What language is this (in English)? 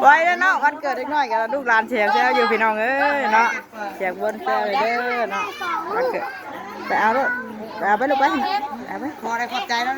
Northeastern Thai